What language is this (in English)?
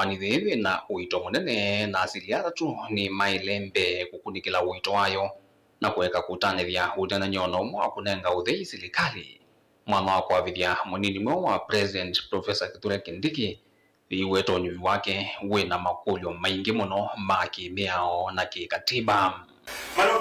Kamba